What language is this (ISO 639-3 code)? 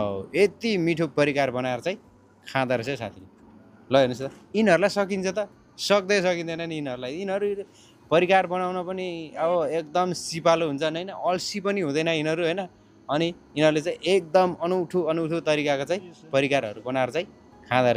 nep